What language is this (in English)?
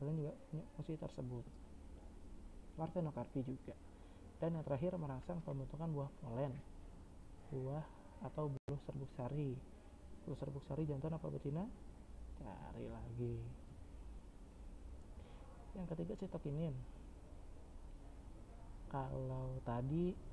Indonesian